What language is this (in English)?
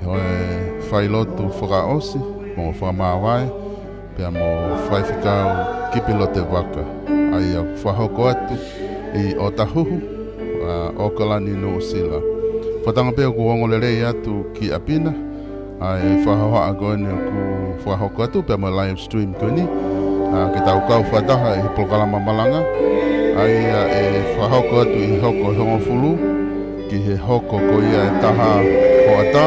Tongan